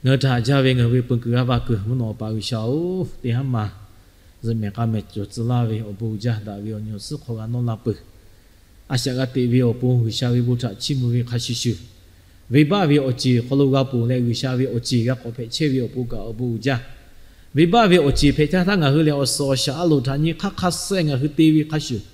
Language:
Lahu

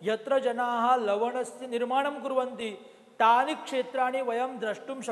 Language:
Sanskrit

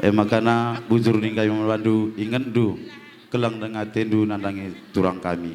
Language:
Batak Karo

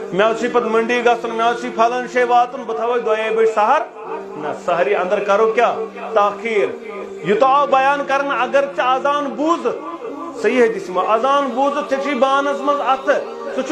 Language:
Kashmiri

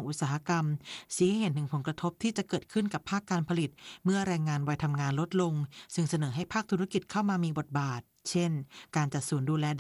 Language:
Thai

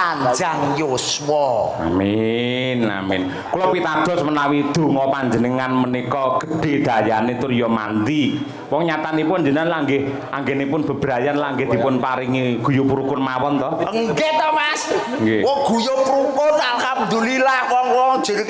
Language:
Javanese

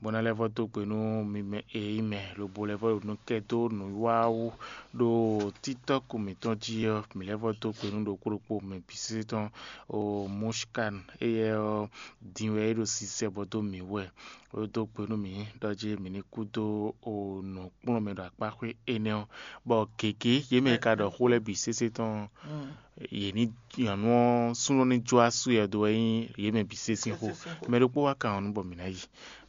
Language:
Fon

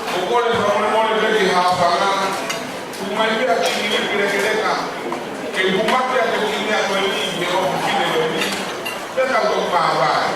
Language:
Tongan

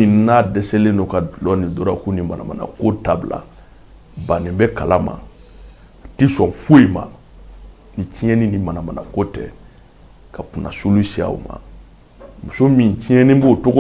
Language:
Bambara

